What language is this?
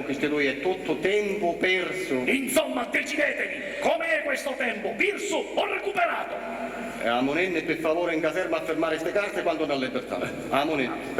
Sicilian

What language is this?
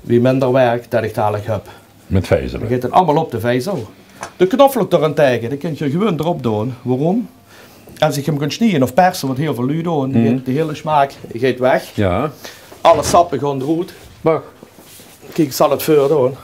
Limburgish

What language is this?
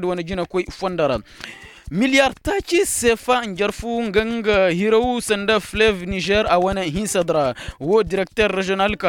Koyraboro Senni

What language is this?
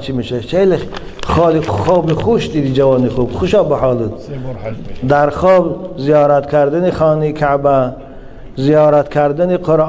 Tajik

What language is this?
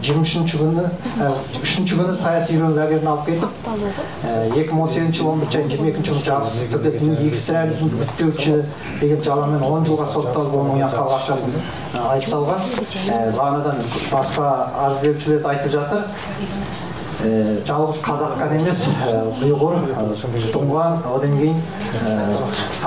Kazakh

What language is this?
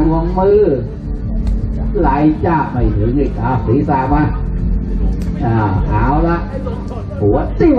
Thai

